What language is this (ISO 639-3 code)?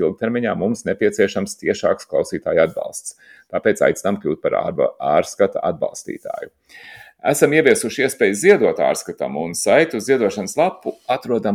lav